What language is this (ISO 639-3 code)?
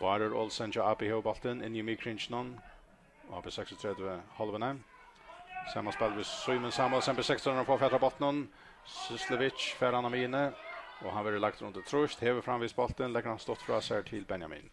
fao